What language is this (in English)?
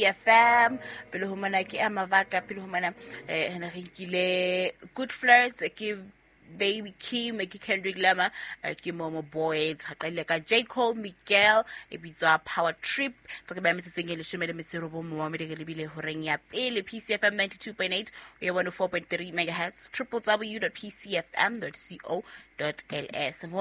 Southern Sotho